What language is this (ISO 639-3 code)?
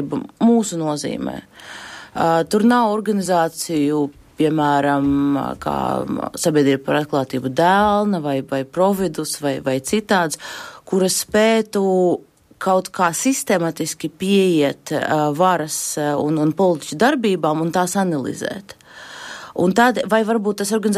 lav